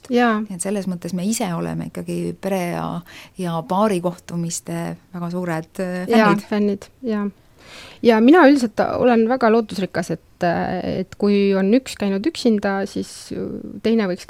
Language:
Estonian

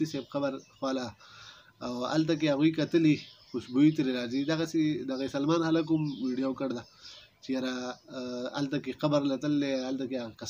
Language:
Pashto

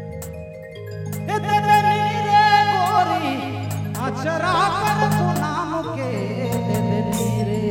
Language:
Sadri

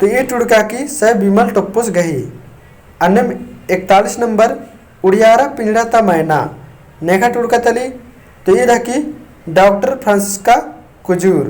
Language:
Kurukh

